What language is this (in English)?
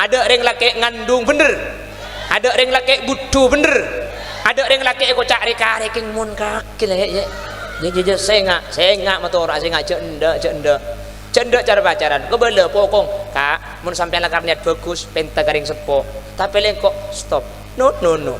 Madurese